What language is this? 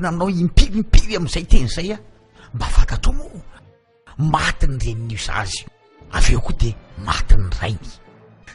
Malagasy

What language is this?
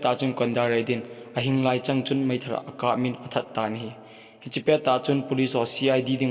Thado Chin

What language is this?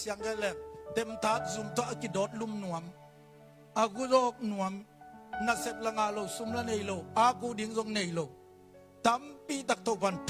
Tedim Chin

